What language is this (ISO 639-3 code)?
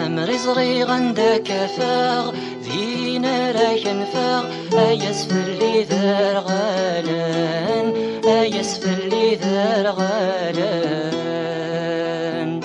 kab